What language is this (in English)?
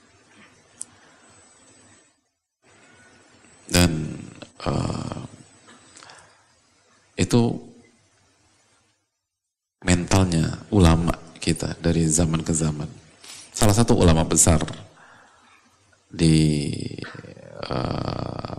Indonesian